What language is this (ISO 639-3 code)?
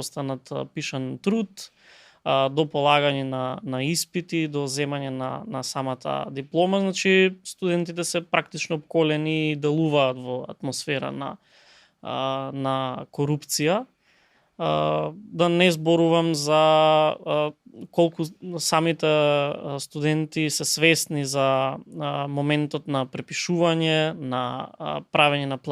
mkd